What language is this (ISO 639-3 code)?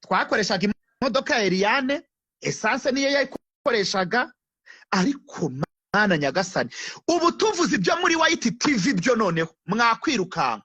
kin